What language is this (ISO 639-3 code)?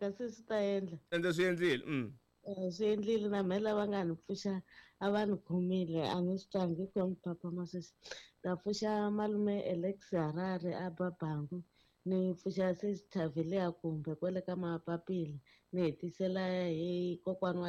tso